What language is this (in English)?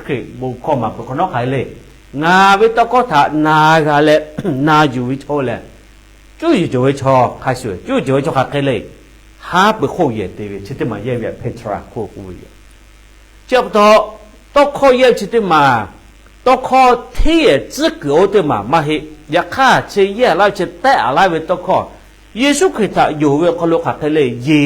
Lahu